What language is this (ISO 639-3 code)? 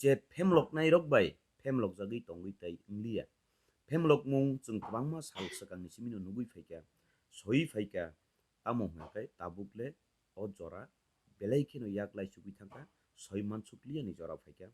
trp